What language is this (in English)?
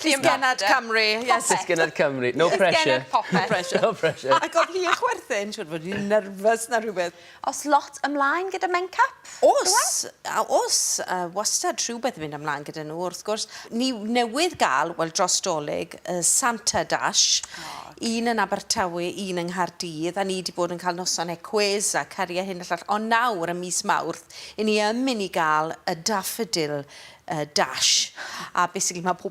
Welsh